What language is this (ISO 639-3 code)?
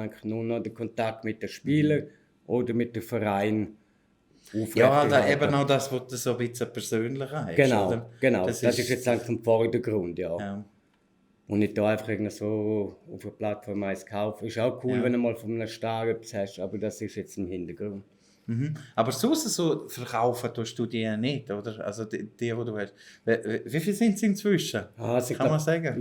gsw